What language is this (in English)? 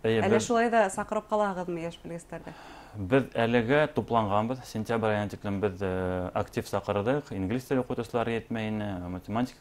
Bashkir